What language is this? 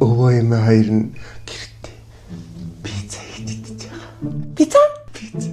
Mongolian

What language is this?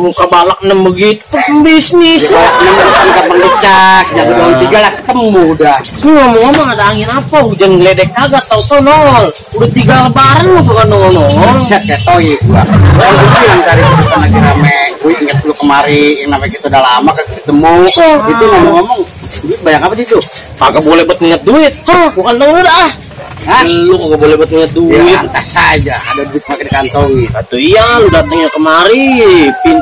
Betawi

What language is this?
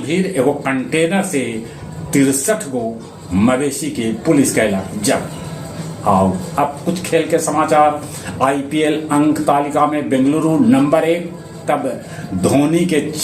Magahi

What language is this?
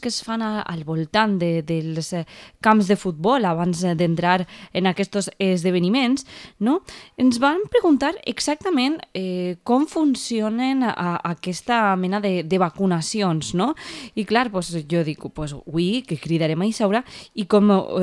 Catalan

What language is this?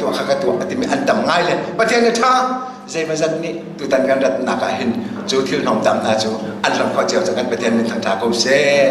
Hakha Chin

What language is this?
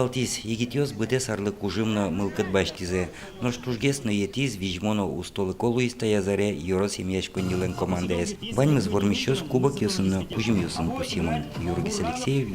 Udmurt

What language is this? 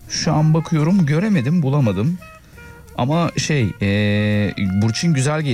Turkish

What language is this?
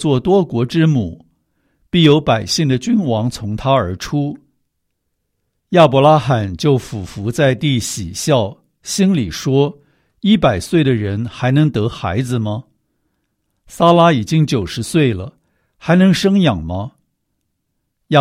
Chinese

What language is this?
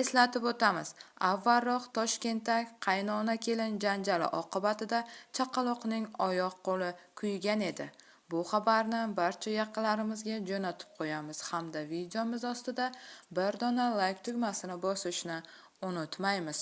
Uzbek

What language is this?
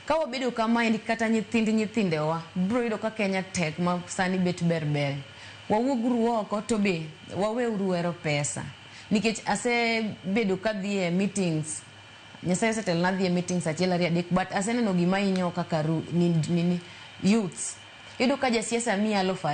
Luo (Kenya and Tanzania)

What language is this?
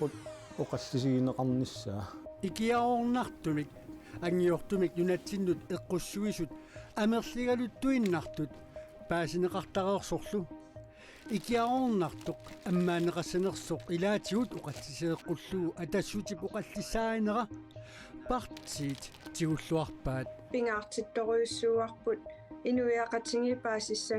Kalaallisut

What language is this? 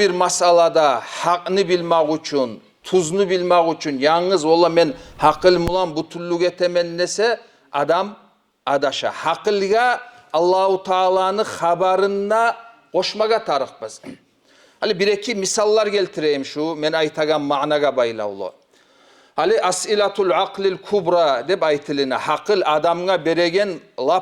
Kumyk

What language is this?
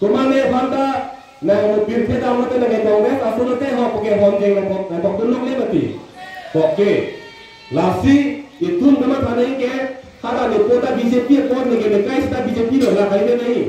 Karbi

